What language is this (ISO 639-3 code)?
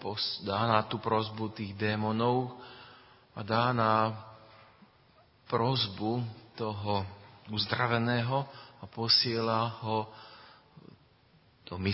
slk